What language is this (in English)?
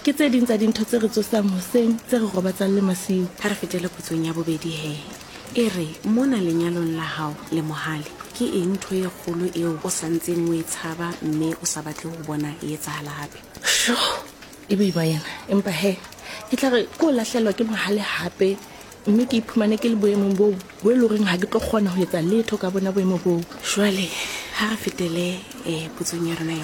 Southern Sotho